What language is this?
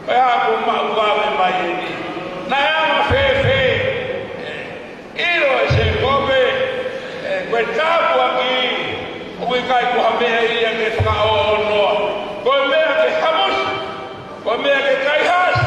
Tongan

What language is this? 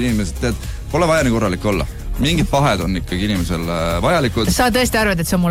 Estonian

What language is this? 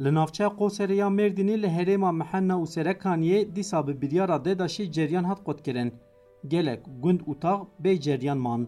Kurdish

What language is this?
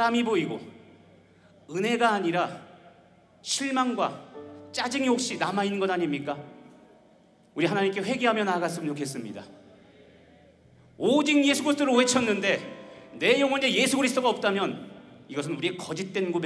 Korean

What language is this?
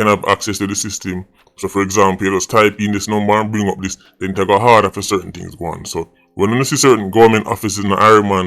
Jamaican Creole English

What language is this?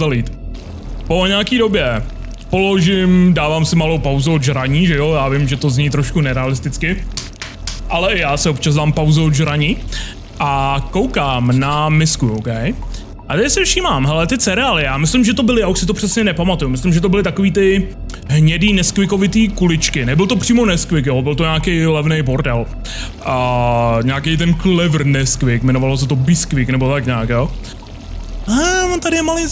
Czech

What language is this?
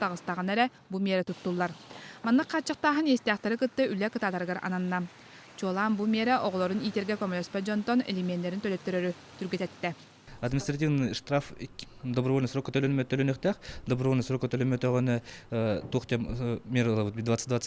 Yakut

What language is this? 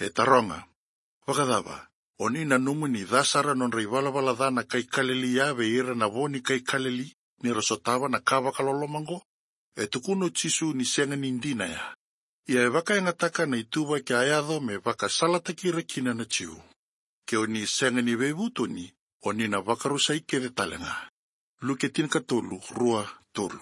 Fijian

